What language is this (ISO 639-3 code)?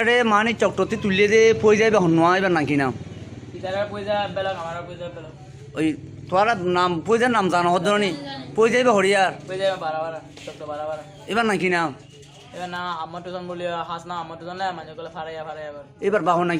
rhg